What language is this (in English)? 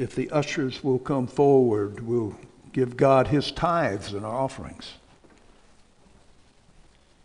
English